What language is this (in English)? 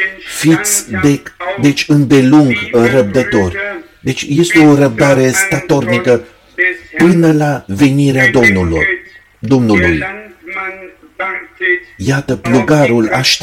Romanian